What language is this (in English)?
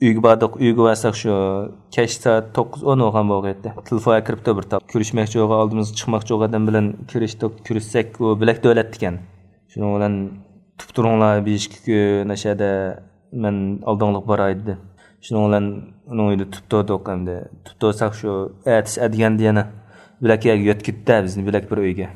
Uyghur